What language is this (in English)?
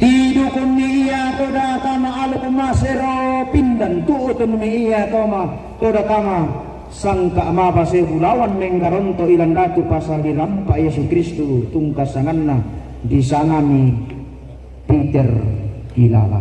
Toraja-Sa'dan